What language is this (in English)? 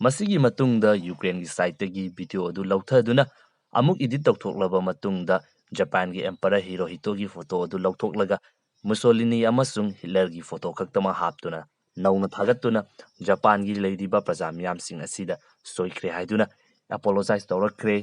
Manipuri